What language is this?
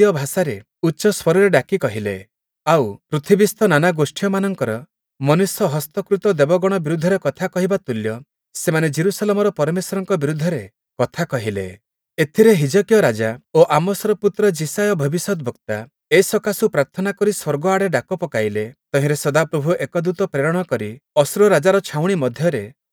Odia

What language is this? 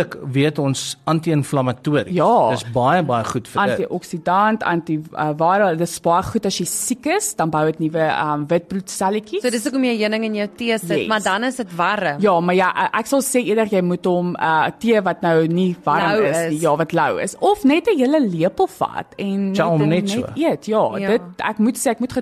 Afrikaans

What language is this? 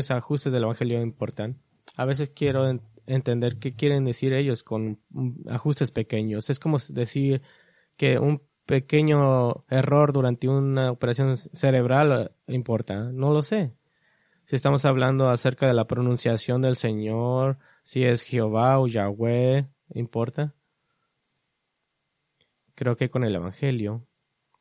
Spanish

